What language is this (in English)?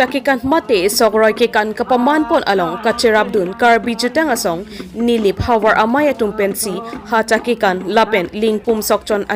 Karbi